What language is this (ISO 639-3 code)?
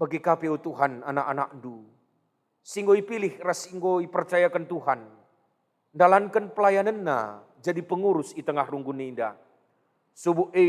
btx